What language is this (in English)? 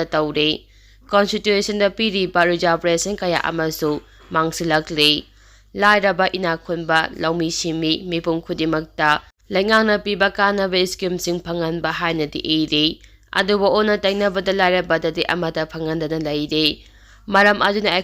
Manipuri